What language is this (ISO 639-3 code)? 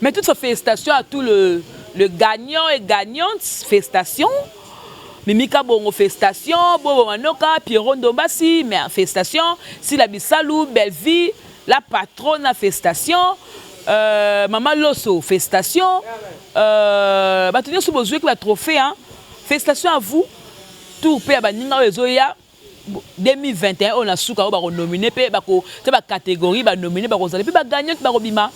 lin